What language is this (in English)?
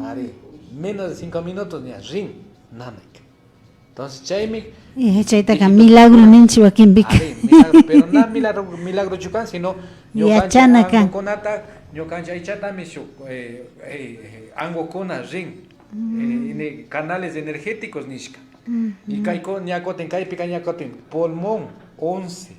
Imbabura Highland Quichua